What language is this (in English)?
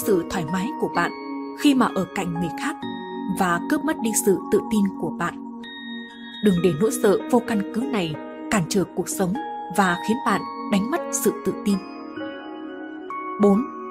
Vietnamese